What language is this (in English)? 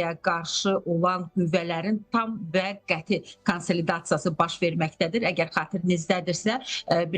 Azerbaijani